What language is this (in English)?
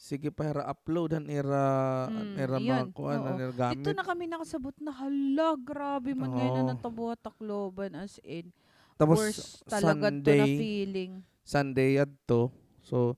Waray